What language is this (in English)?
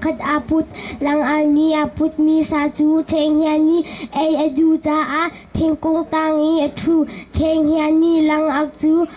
Hakha Chin